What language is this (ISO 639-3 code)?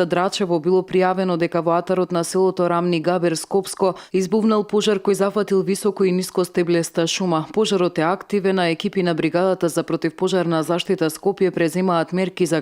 mkd